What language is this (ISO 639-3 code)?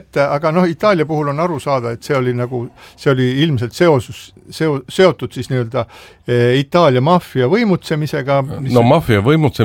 est